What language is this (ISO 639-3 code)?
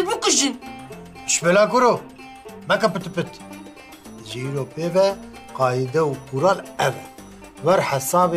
kur